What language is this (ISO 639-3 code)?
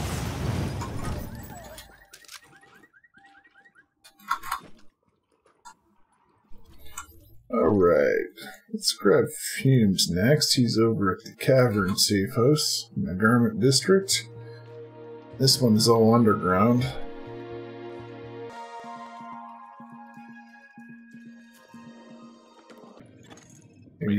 eng